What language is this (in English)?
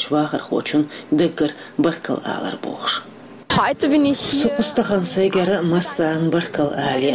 Chechen